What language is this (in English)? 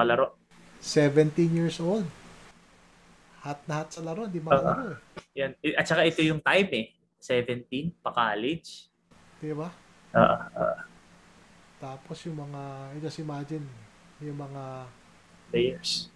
Filipino